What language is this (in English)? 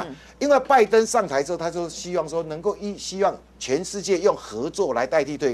Chinese